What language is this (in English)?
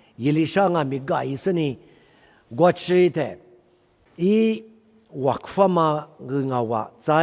Lisu